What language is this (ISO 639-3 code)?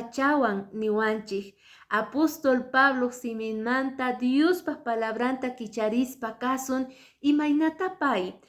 que